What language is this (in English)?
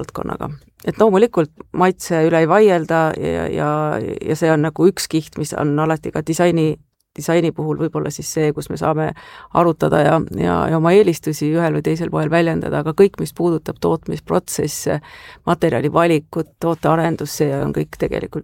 Estonian